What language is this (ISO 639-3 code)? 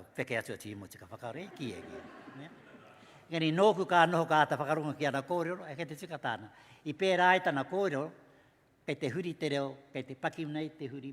mri